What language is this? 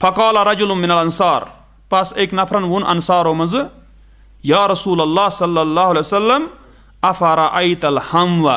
Kashmiri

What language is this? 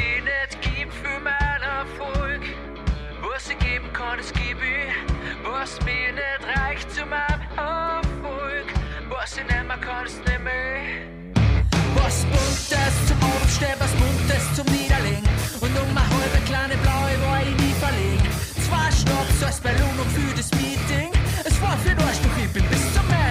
Bavarian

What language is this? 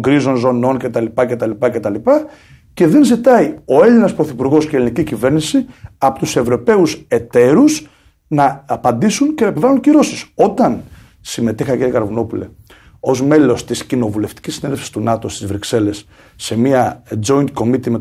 Greek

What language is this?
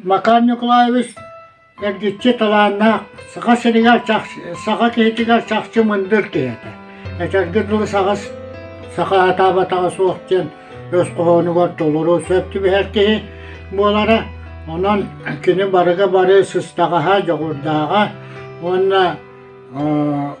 Yakut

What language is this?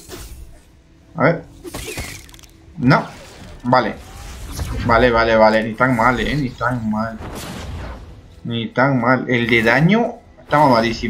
Spanish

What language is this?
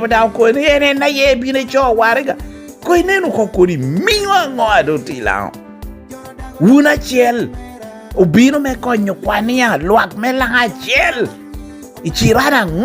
Lango (Uganda)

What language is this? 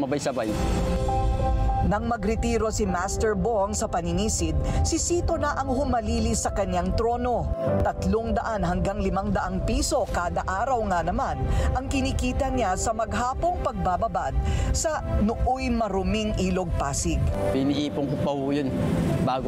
Filipino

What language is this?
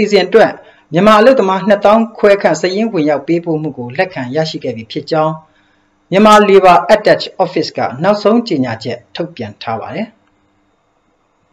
Burmese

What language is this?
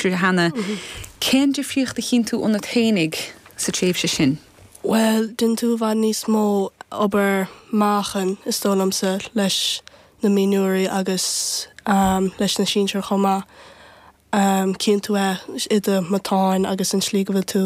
Irish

